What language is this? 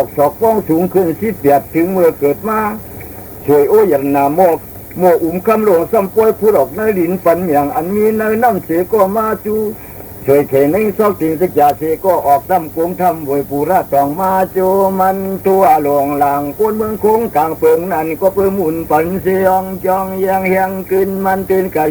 Shan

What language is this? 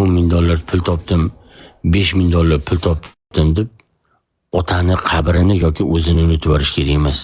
Uzbek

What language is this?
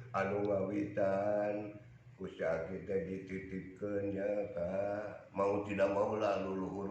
Sundanese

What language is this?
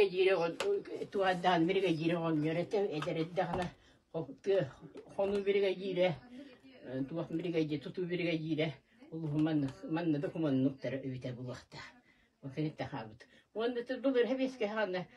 Yakut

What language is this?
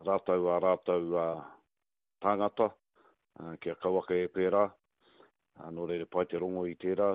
Māori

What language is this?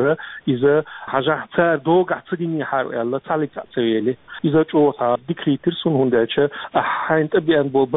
Chechen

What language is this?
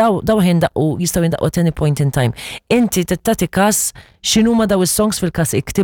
Maltese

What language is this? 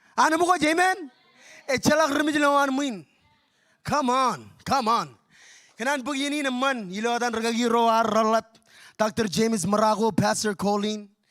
Marshallese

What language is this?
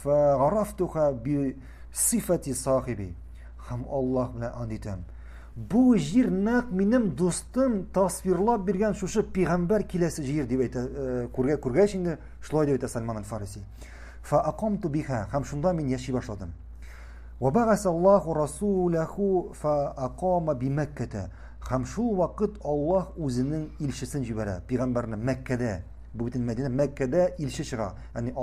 Tatar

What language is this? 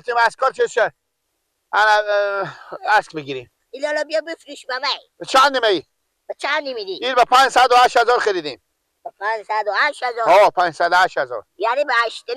Persian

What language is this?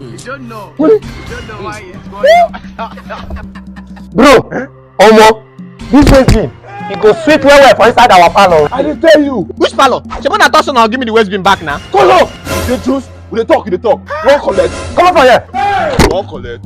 Nigerian Pidgin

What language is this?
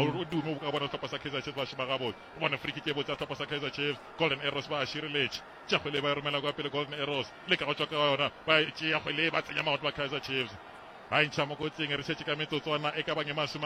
Northern Sotho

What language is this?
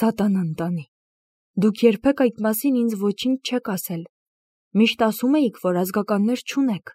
Armenian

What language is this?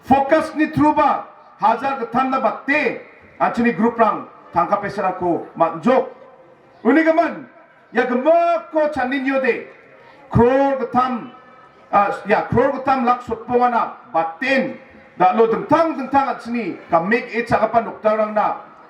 Garo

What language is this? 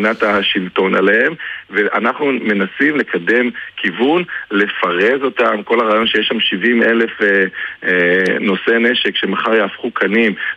Hebrew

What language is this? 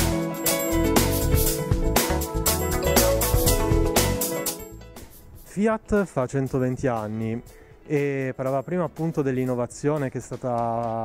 Italian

